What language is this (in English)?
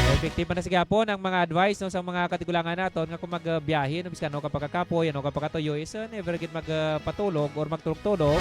Hiligaynon